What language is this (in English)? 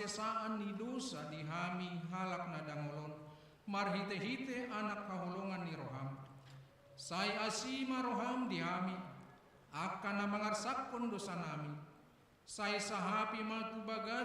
Batak Toba